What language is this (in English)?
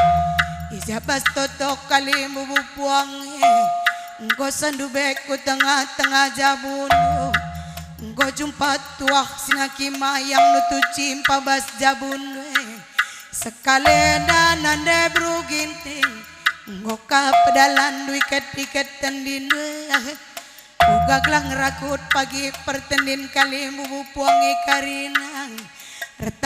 Batak Karo